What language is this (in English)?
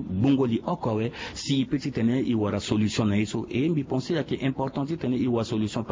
Sango